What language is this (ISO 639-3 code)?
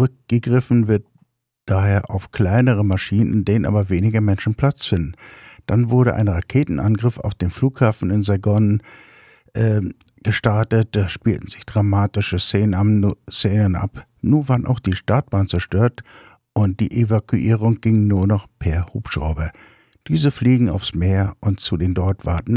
deu